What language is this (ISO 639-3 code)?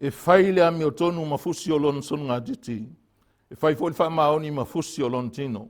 smo